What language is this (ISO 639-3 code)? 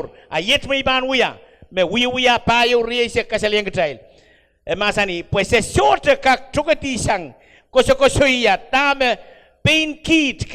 pon